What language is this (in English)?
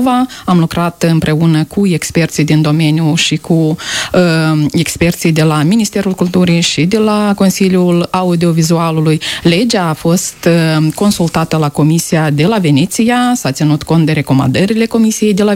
Romanian